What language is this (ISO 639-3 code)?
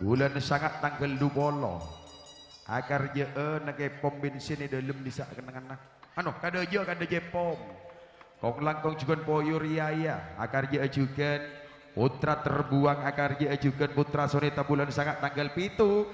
mad